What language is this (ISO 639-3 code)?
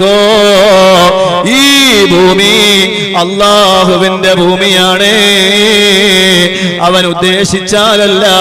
mal